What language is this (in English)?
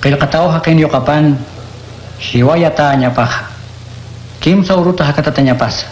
Aymara